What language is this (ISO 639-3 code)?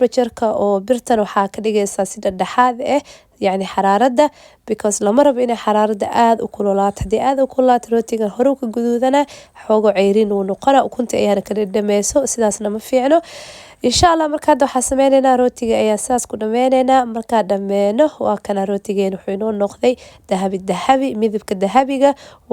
som